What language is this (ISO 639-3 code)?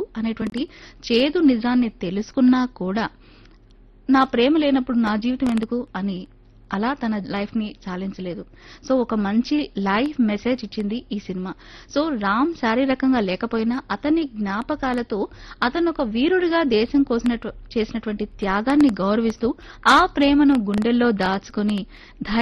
tel